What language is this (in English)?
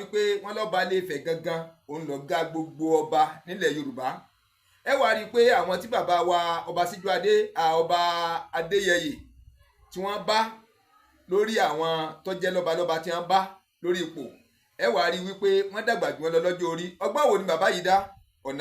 Yoruba